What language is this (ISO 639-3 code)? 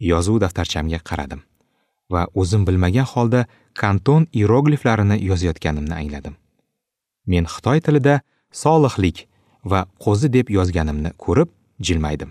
uzb